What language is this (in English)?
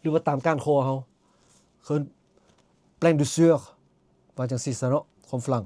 Lao